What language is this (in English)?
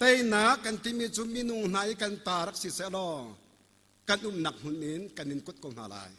Hakha Chin